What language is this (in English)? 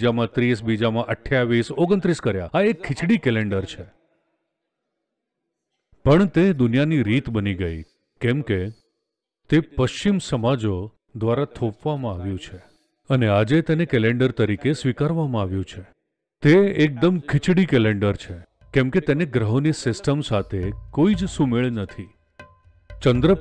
Gujarati